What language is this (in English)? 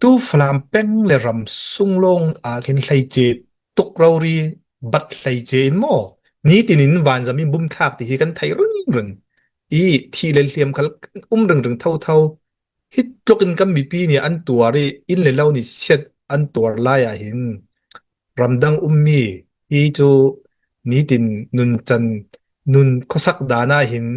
Hakha Chin